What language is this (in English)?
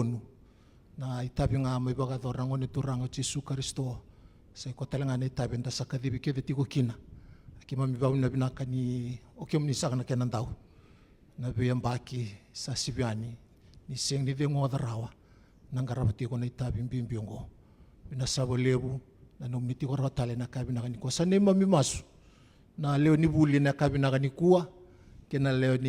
Fijian